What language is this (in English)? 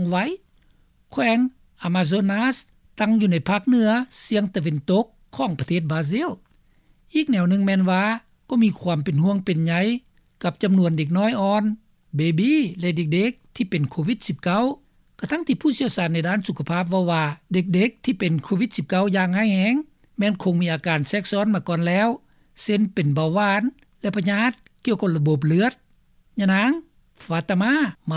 Lao